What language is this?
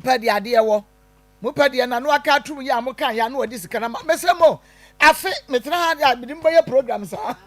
Akan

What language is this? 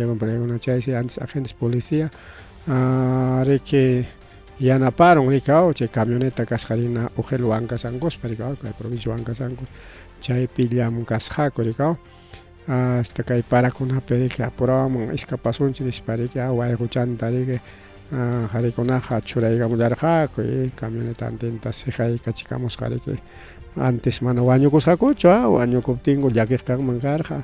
Ayacucho Quechua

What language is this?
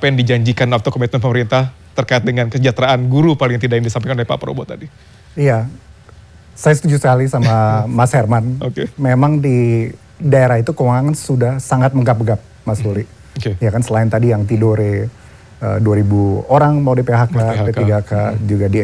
Indonesian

